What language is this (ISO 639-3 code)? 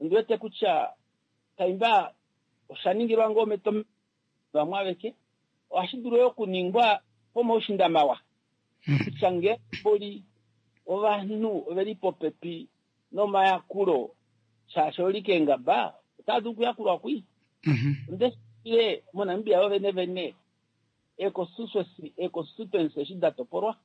kua